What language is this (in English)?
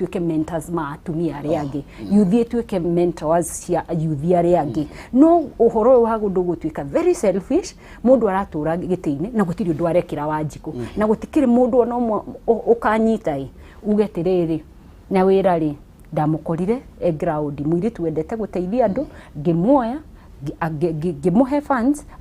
Kikuyu